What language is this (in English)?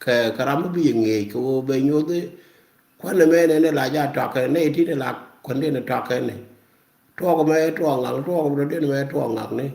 Nuer